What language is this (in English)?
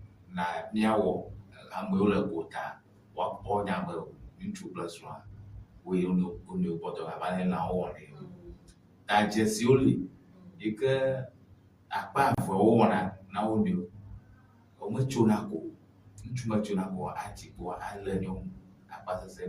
Ewe